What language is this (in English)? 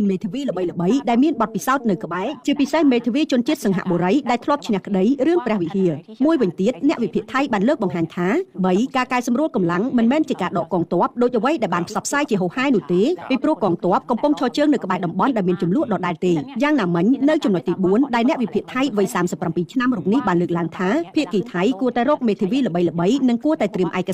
Khmer